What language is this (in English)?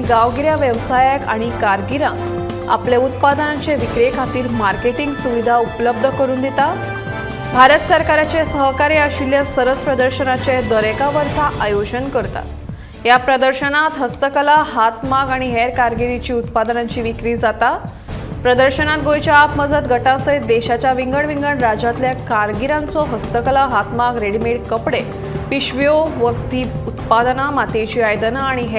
Konkani